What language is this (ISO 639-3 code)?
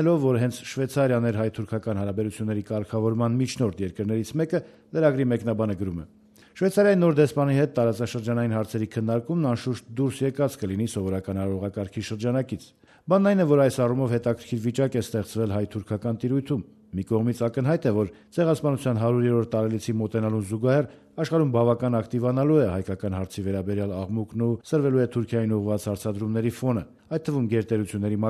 hye